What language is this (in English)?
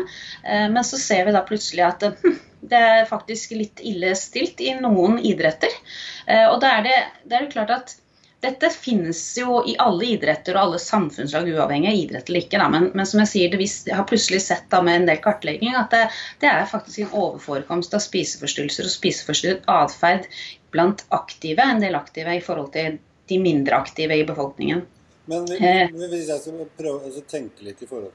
Norwegian